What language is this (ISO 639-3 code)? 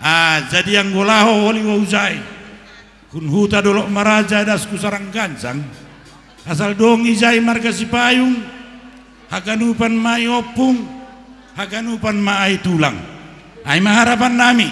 bts